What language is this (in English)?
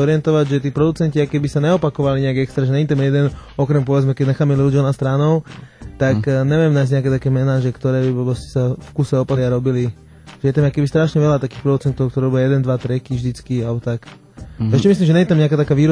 Slovak